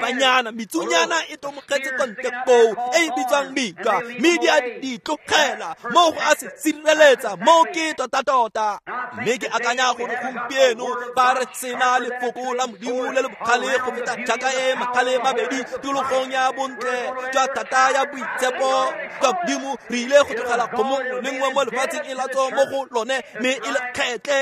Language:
Tswana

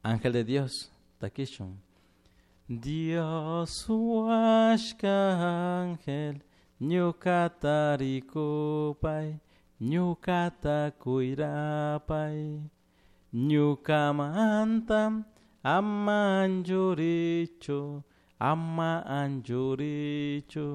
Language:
Chimborazo Highland Quichua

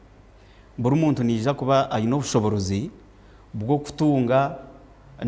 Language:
Nyankole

